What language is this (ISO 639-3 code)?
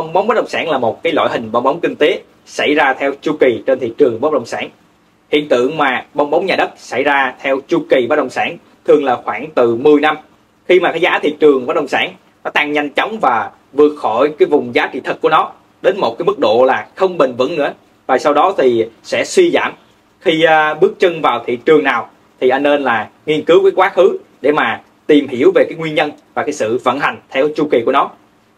vie